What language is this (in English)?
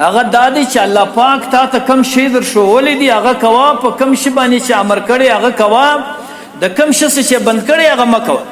Pashto